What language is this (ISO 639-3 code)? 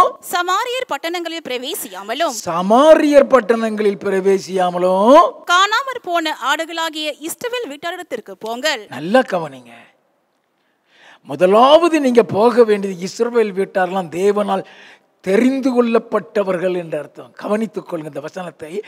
tam